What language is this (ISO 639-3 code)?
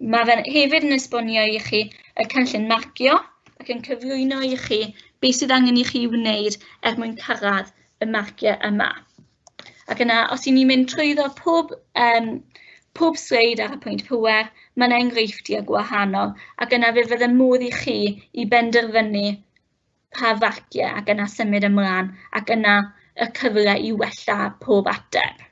cym